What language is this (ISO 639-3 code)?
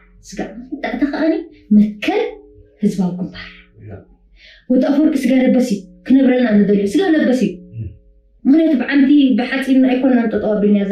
tir